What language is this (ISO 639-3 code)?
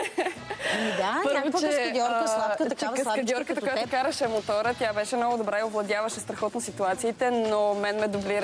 bul